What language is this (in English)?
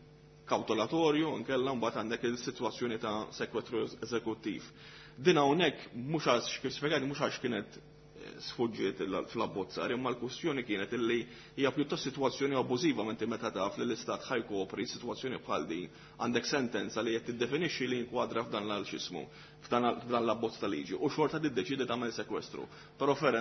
Maltese